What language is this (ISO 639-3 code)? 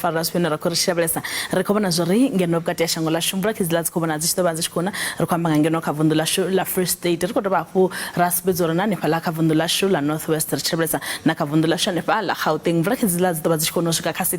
ven